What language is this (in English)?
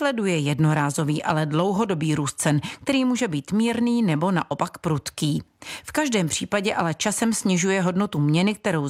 Czech